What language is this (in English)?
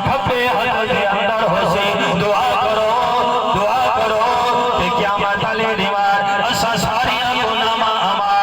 Saraiki